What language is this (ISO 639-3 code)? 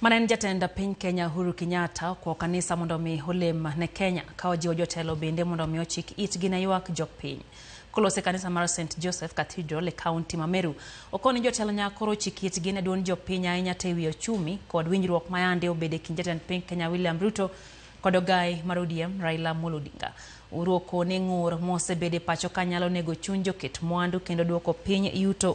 luo